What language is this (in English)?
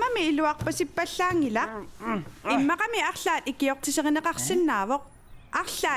Kalaallisut